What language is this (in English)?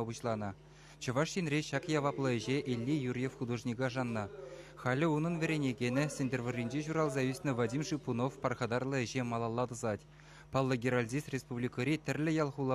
Chuvash